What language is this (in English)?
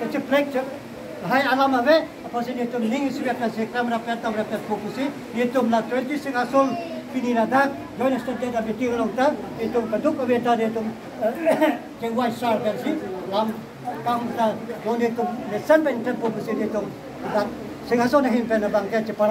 Karbi